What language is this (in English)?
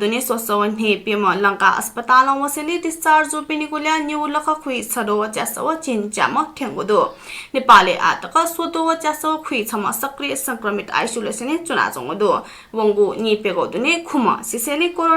Newari